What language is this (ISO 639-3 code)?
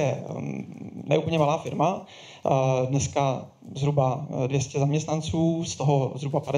ces